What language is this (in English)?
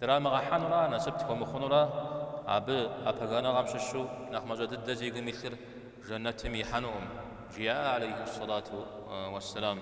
Kabardian